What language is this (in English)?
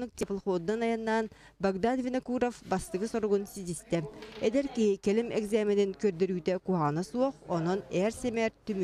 Yakut